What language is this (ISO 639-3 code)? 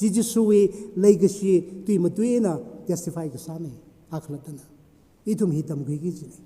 nmf